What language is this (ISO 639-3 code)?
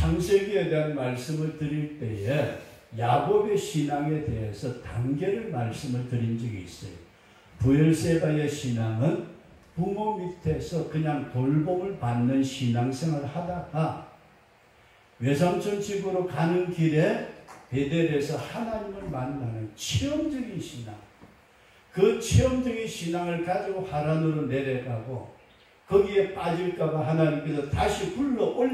kor